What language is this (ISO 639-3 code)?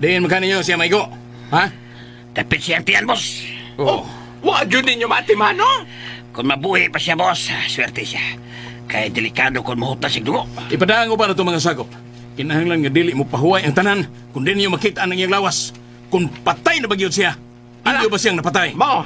ceb